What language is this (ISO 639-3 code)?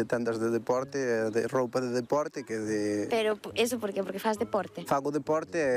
glg